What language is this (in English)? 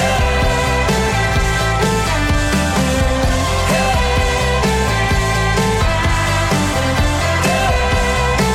Portuguese